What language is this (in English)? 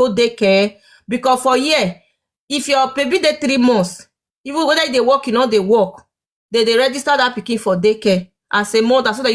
Nigerian Pidgin